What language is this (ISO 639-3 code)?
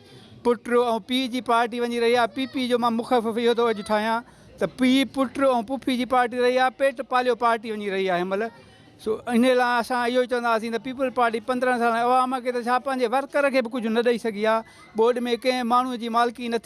snd